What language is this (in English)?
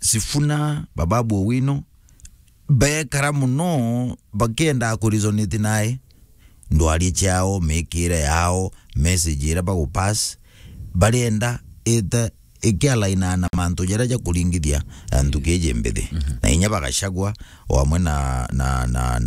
Meru